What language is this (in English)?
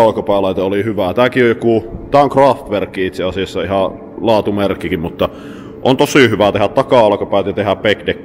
Finnish